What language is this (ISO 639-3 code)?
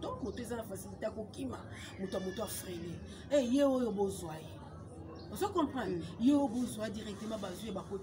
lin